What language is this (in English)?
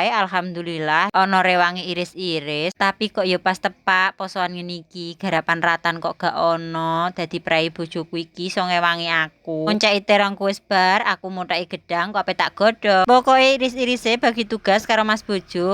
Javanese